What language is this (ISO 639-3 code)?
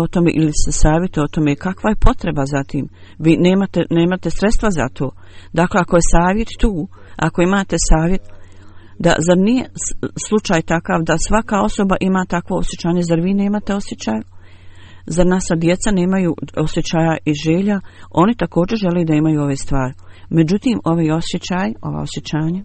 bos